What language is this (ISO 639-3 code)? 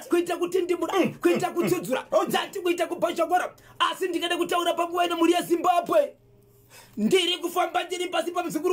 sna